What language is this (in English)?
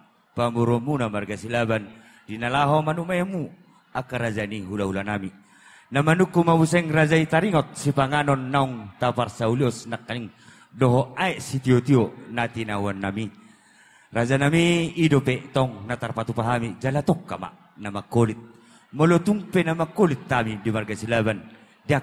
Batak Toba